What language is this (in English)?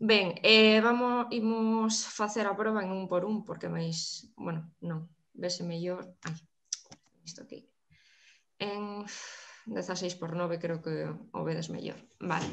Galician